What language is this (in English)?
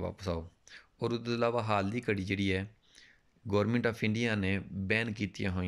Punjabi